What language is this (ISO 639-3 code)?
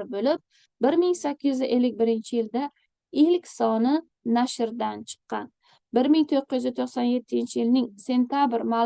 uzb